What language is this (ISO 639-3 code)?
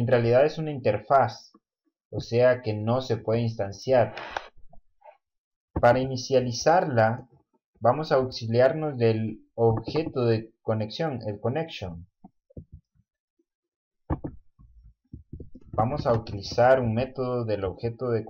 spa